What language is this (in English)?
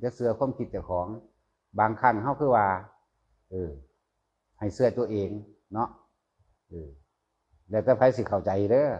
Northeastern Thai